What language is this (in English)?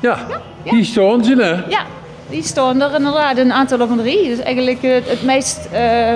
Limburgish